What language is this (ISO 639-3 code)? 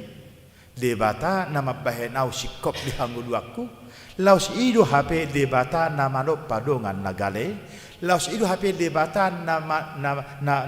bbc